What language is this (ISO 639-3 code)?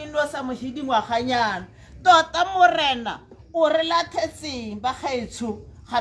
tsn